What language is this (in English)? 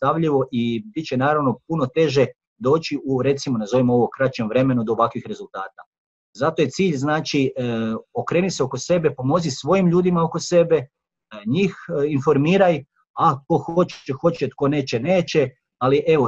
Croatian